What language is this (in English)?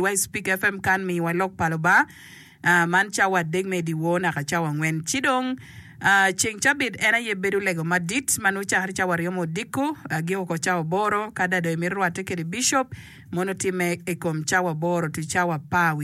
Acoli